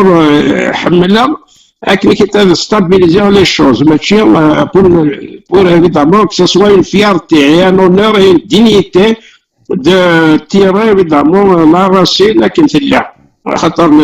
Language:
Kabyle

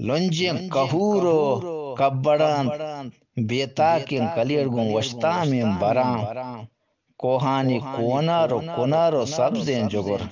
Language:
Eastern Balochi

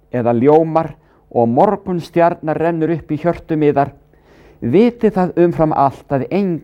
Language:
Icelandic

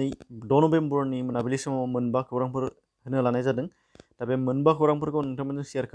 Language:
Bodo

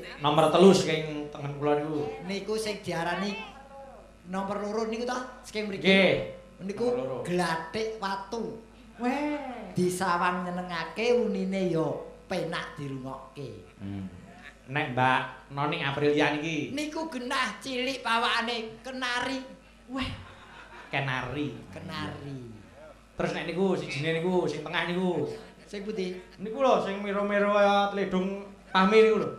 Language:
Javanese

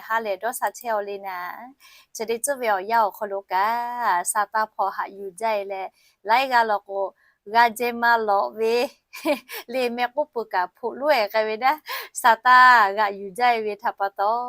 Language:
Lahu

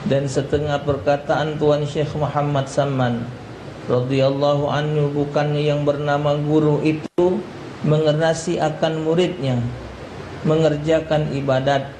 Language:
Musi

